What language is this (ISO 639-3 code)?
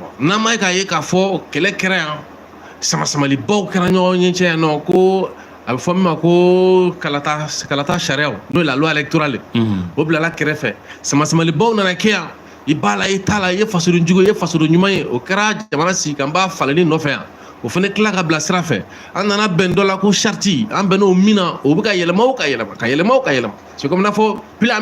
bam